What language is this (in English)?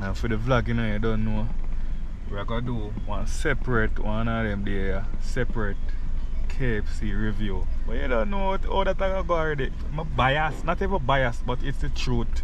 Jamaican Creole English